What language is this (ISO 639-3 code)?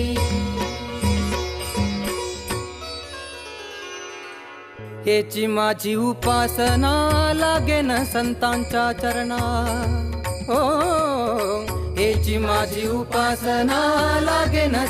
mar